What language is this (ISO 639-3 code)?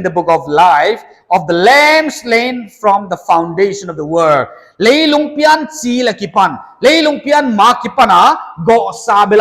pck